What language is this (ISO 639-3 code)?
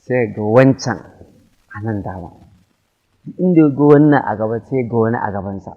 hau